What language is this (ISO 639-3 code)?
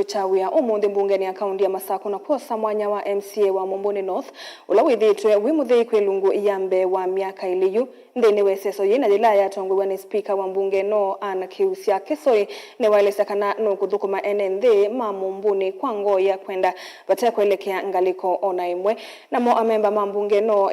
kam